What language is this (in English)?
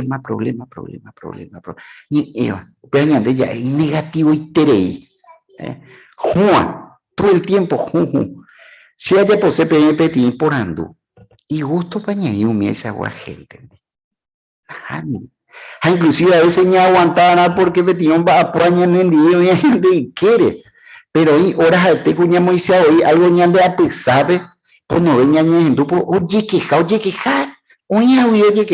Guarani